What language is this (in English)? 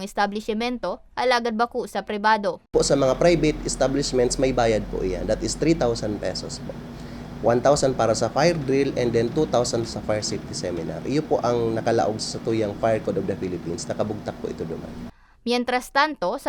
Bikol